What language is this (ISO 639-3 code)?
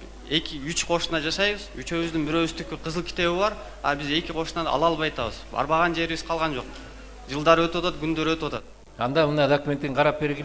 kir